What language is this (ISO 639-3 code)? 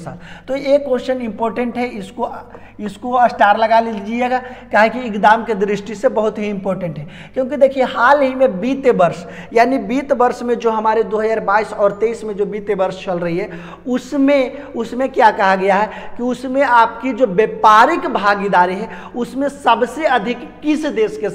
hin